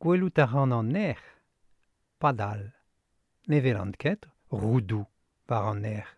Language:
Breton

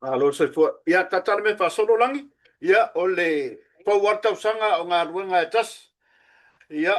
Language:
Samoan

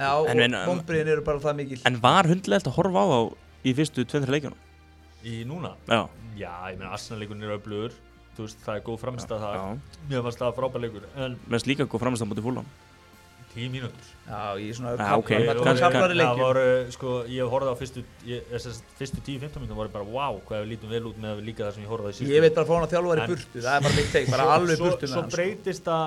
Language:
Icelandic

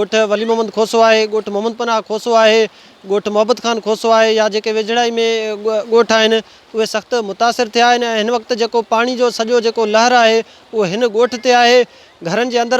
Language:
Sindhi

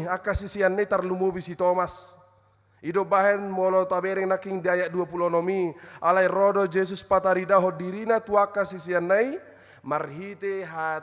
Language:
Batak Toba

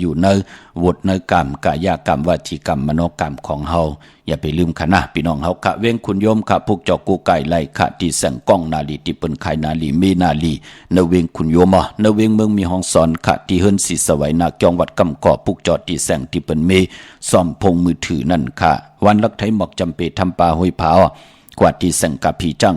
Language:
Shan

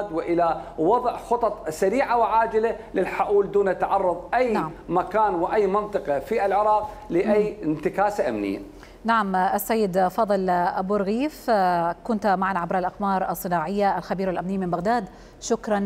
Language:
Mesopotamian Arabic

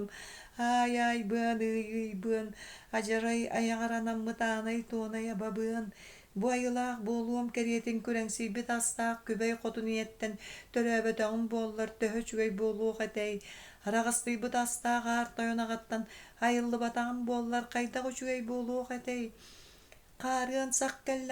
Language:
Yakut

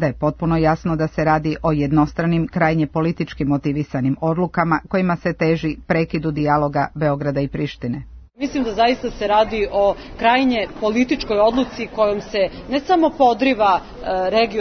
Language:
Serbian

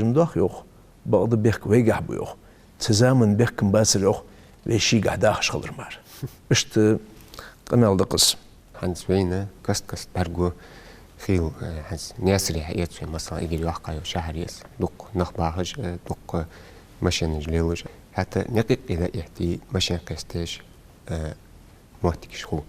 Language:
Ingush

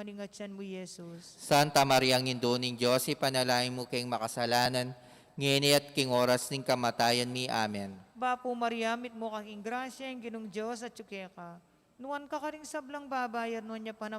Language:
Pampanga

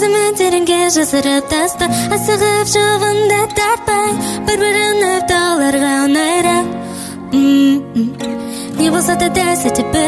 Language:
Kazakh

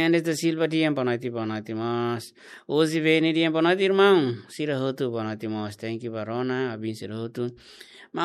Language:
Tetum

